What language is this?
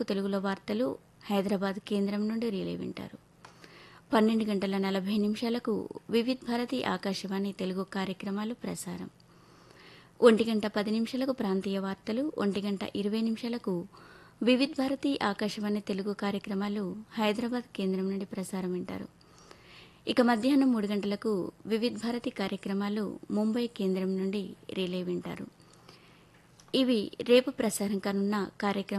Telugu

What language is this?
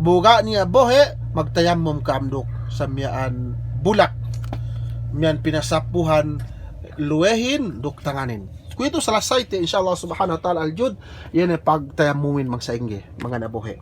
Yakan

